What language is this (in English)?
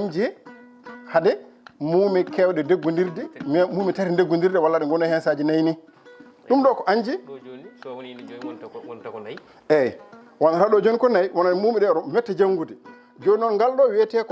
Fula